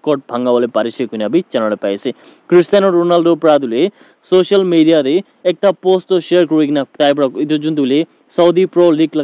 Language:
Naga Pidgin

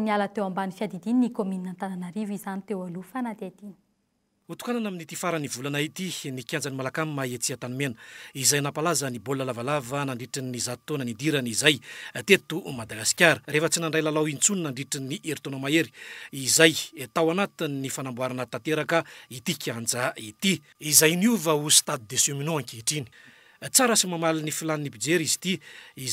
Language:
Malagasy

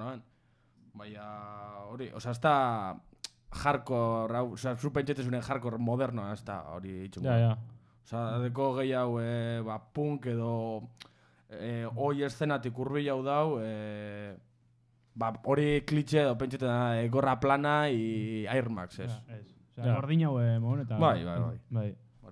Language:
Basque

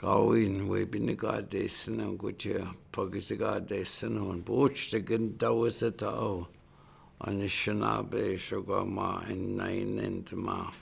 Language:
Chippewa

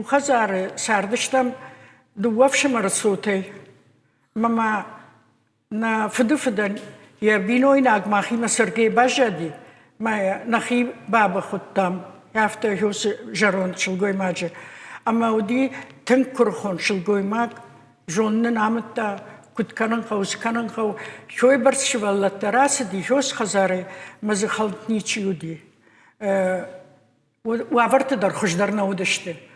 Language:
Ossetic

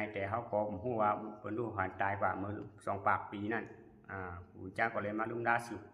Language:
Shan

